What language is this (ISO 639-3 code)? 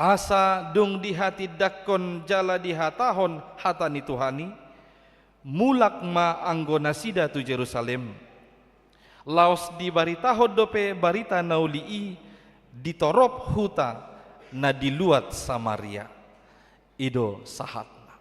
bbc